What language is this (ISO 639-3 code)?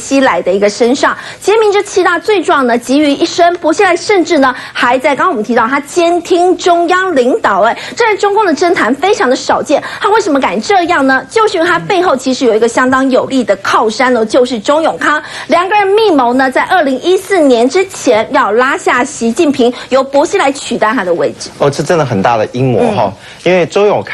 zho